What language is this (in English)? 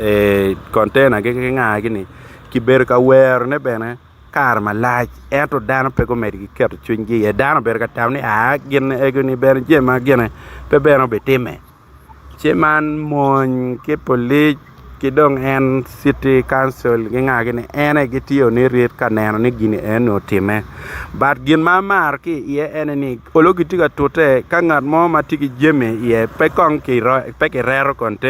Acoli